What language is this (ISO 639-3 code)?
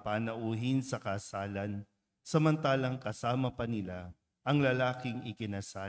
fil